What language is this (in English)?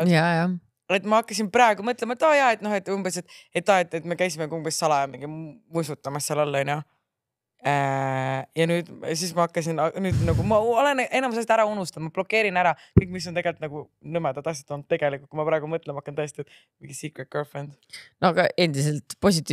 Estonian